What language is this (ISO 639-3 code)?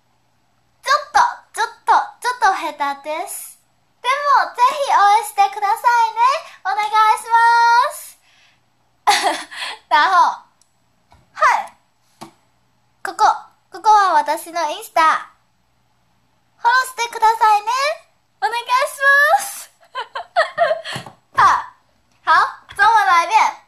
zho